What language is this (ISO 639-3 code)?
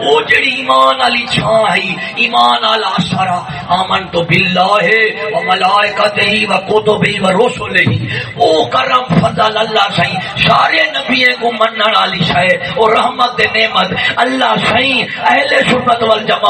skr